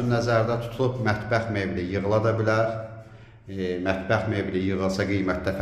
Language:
Azerbaijani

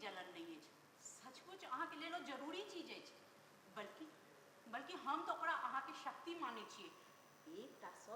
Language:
Maithili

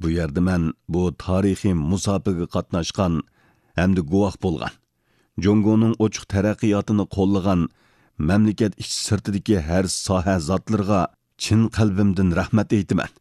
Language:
Uyghur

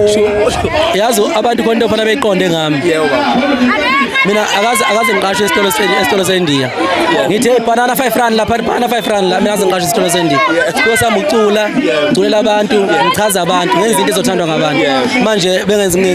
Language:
Zulu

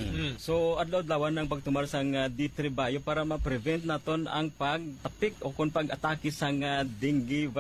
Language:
Hiligaynon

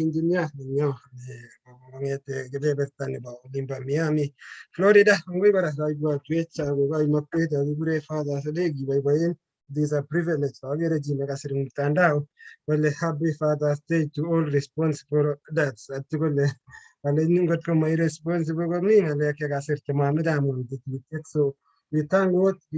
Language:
Kalenjin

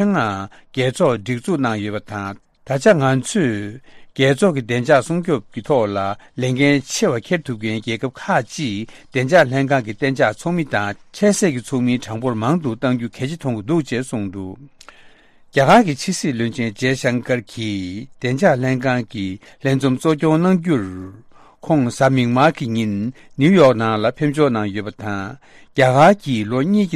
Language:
Tibetan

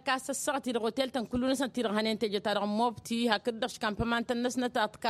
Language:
Tamasheq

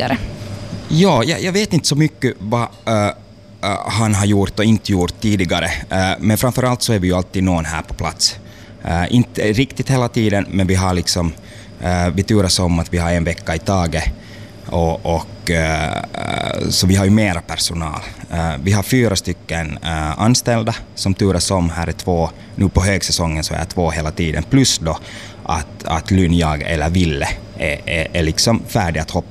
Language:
Swedish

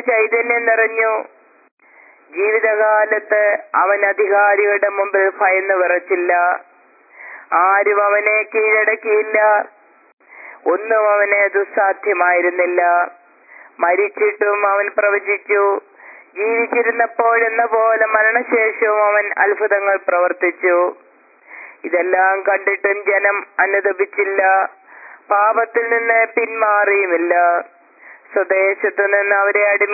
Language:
Malayalam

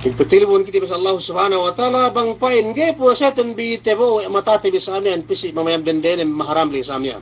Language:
Yakan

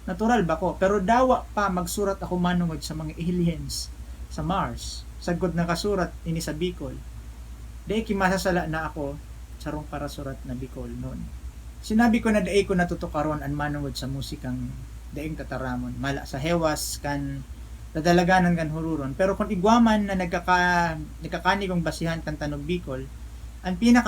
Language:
Bikol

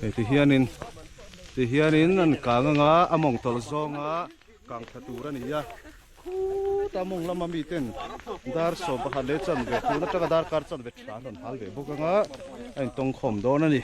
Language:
Mizo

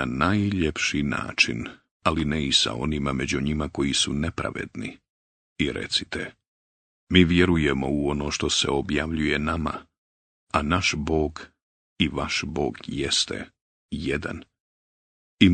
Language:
Bosnian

